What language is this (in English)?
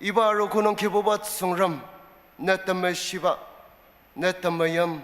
Ao Naga